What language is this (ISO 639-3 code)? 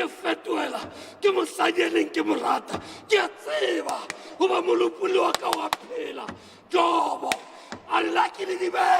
sot